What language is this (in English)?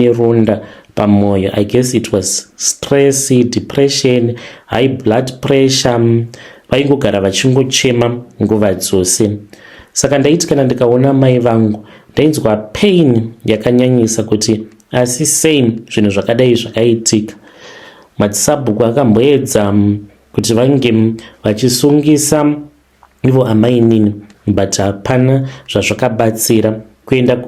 Shona